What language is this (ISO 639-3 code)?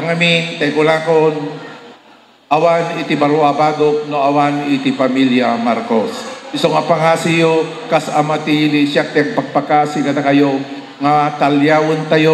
ilo